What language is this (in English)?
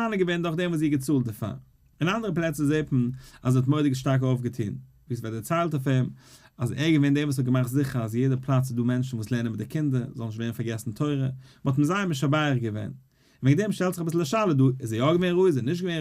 Yiddish